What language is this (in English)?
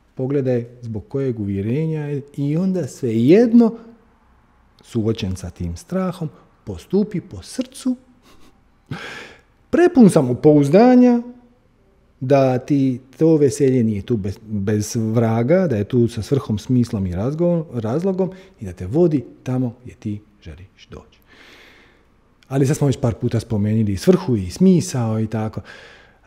Croatian